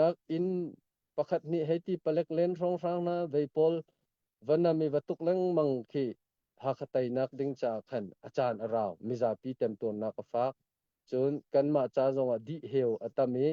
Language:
Hakha Chin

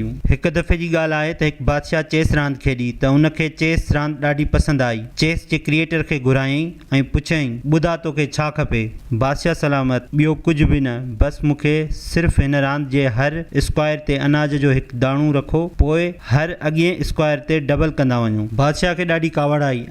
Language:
Sindhi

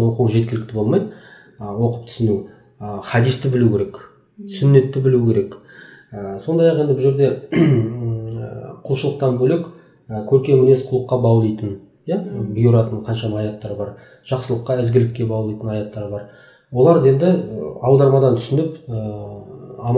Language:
Kazakh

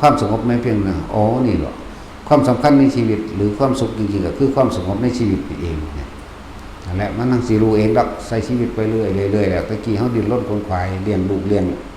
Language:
Lao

